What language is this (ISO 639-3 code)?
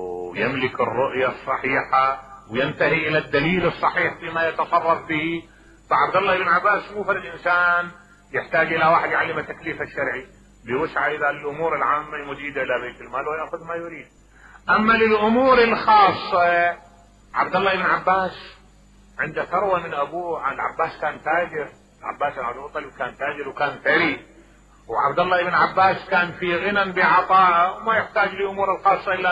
acm